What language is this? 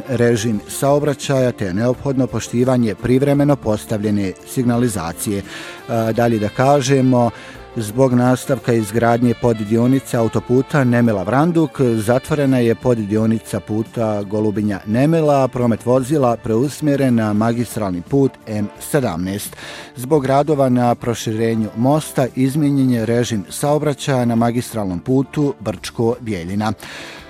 Bosnian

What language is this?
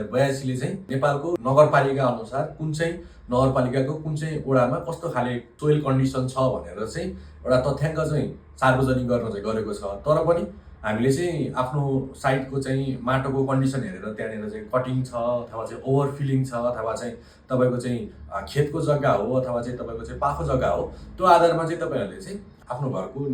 Nepali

